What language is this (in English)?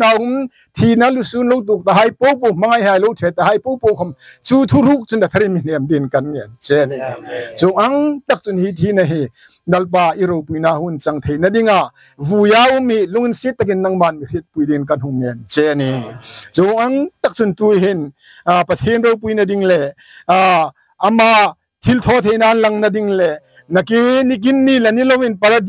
Hmar